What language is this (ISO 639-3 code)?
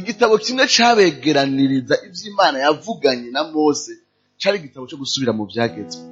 run